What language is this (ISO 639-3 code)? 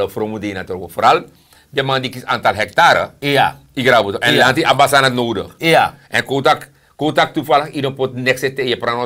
srn